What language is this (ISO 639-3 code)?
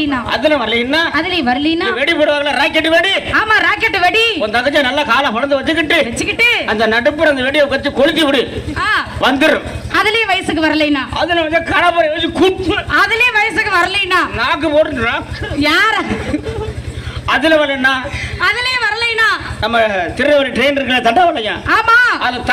tam